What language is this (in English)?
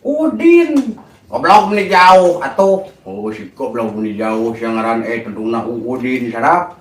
Sundanese